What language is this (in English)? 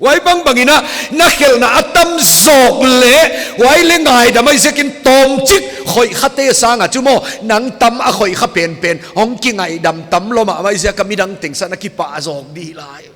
Paite Chin